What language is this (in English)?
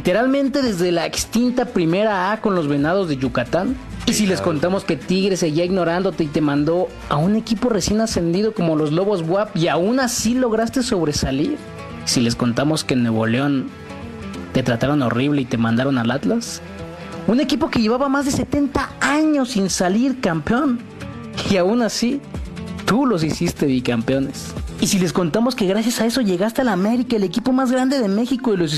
Spanish